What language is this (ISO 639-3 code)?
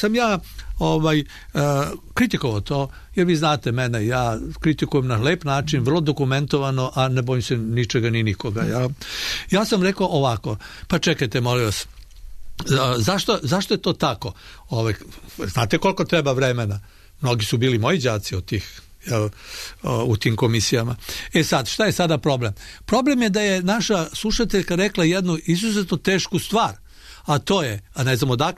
srp